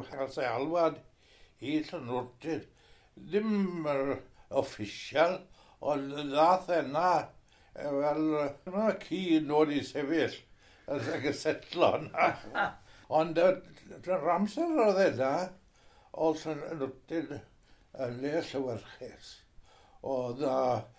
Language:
Welsh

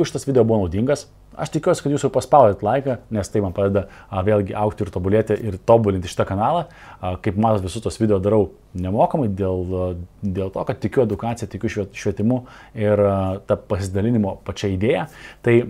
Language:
Lithuanian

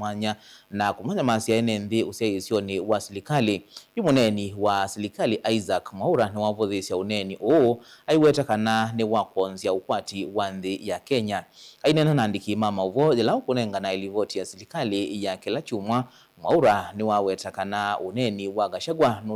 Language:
Kamba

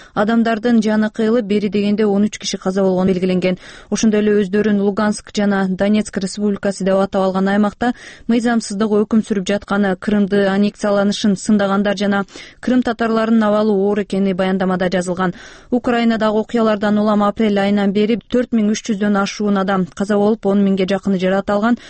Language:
Kyrgyz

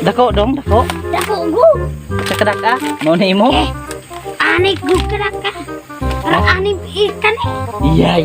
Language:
Cebuano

